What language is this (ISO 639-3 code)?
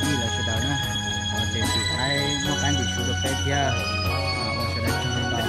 hmn